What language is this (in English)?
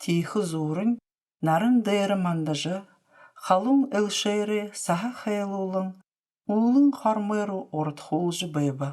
Buriat